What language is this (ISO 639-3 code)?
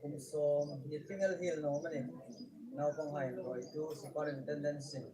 hmr